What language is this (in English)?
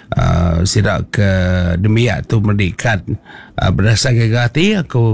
Iban